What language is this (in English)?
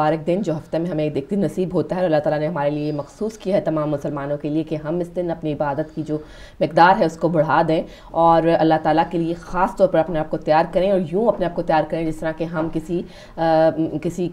Urdu